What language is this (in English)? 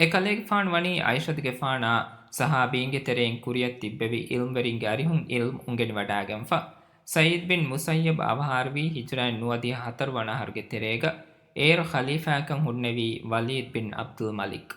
Divehi